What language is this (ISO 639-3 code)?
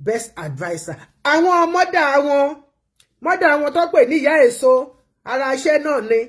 yor